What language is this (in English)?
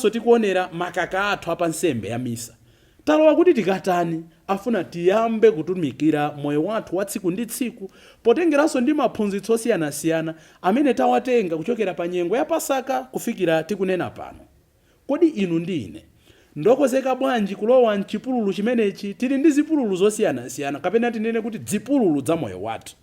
Nyanja